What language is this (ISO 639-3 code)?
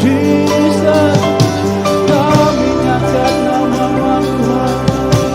iba